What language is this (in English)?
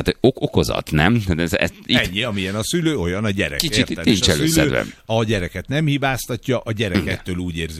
Hungarian